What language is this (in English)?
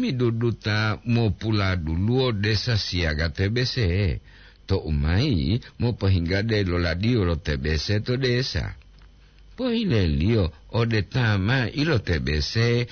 Gorontalo